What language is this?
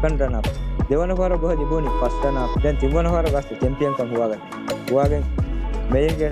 Divehi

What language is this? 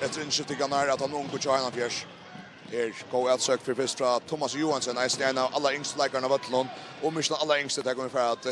Faroese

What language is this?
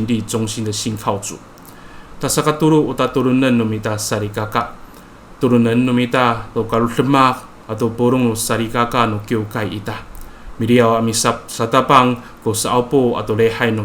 Amis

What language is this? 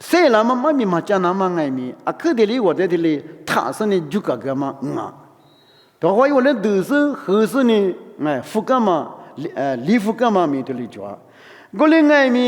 Lisu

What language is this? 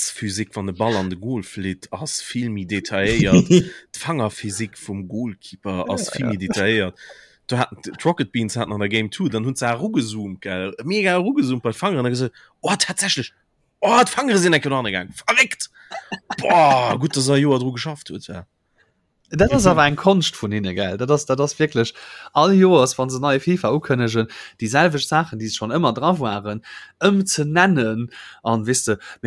Luxembourgish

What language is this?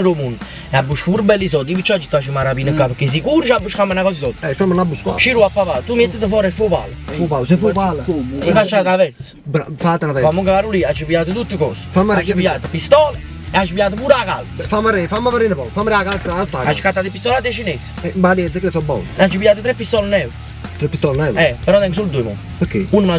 Neapolitan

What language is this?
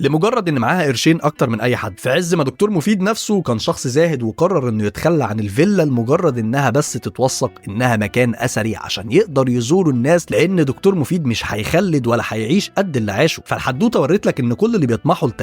Egyptian Arabic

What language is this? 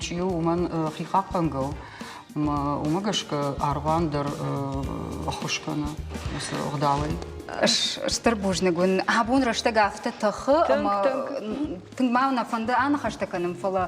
Ossetic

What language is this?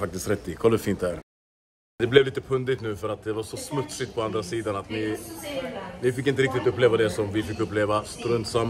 Swedish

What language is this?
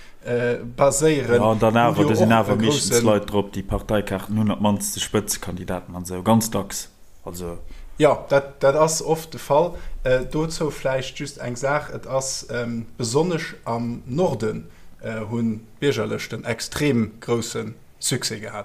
Luxembourgish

